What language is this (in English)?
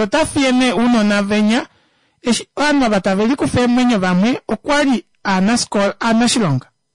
Kuanyama